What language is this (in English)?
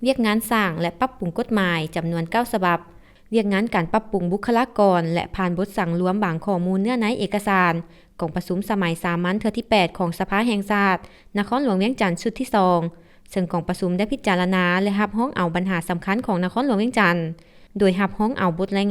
Lao